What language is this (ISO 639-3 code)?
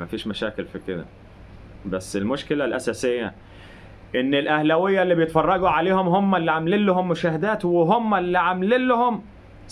arz